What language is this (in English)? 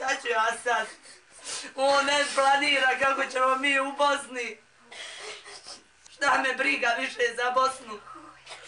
Bosnian